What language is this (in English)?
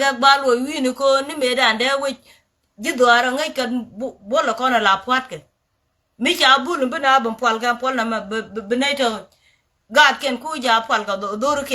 Nuer